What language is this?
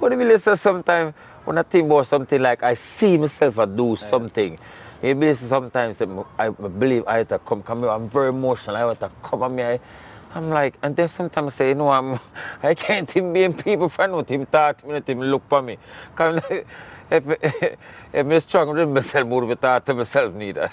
Jamaican Creole English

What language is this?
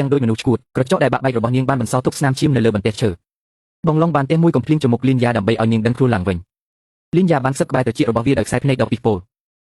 Khmer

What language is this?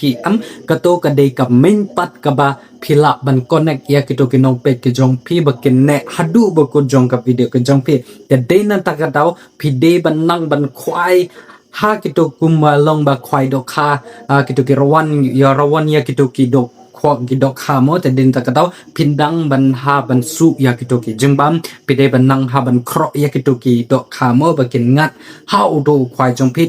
Khasi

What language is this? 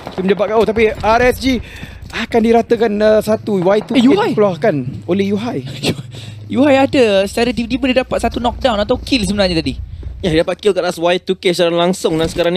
Malay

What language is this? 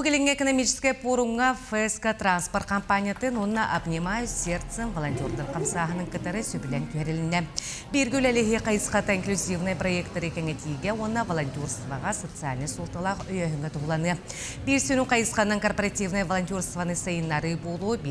Yakut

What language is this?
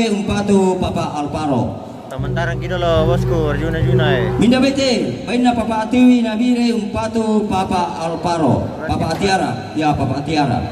Toraja-Sa'dan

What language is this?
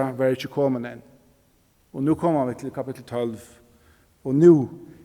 Faroese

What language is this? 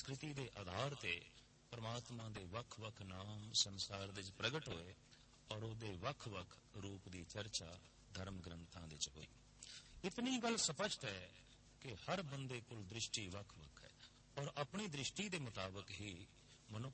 Punjabi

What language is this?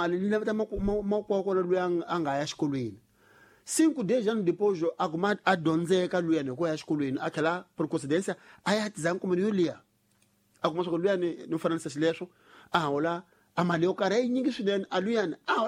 Tsonga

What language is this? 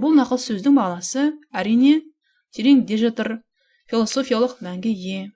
Kazakh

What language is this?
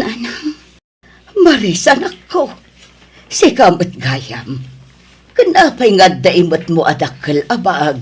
Iloko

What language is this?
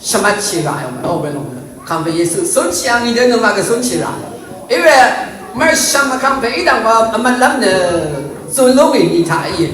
Rawang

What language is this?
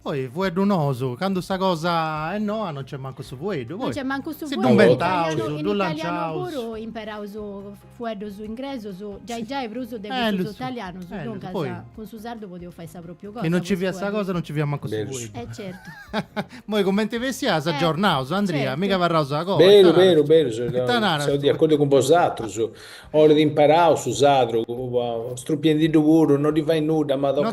Sardinian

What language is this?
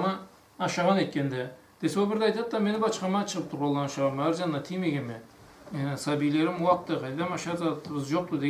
Karachay-Balkar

